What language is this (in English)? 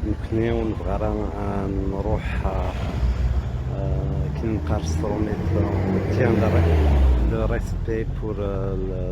Kabyle